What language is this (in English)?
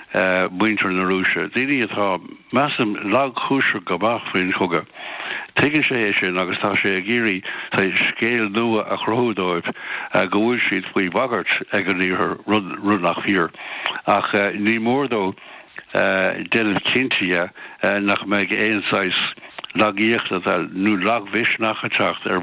Irish